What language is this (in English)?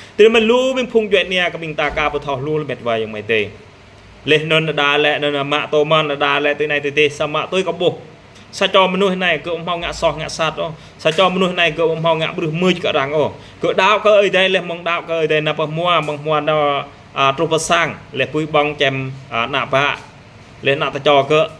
Jarai